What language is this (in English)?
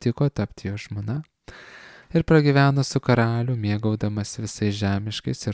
Lithuanian